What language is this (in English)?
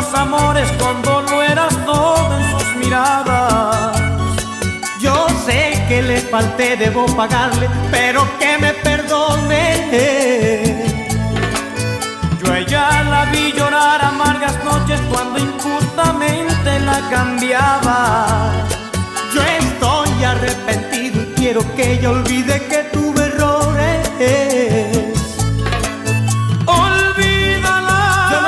Spanish